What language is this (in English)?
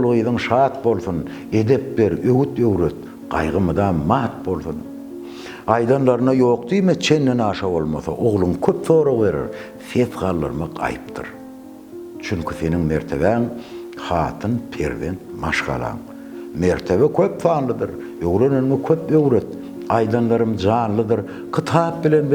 Turkmen